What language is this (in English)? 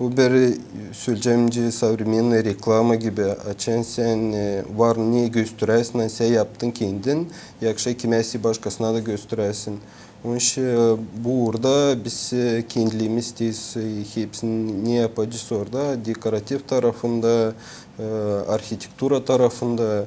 Gagauz